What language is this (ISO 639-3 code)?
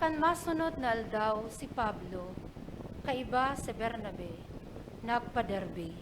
bik